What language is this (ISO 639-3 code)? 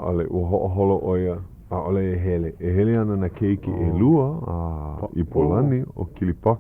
haw